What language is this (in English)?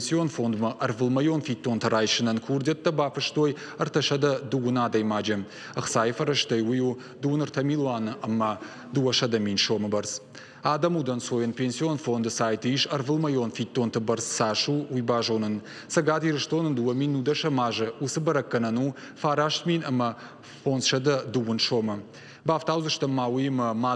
Ossetic